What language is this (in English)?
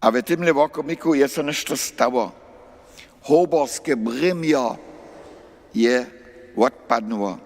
Upper Sorbian